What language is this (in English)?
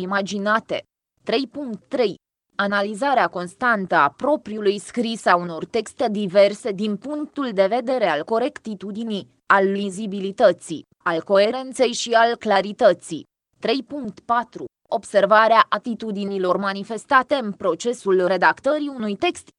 Romanian